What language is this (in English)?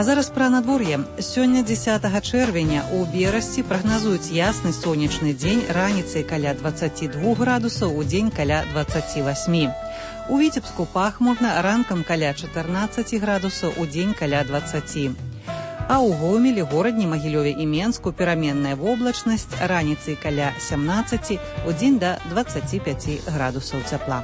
Belarusian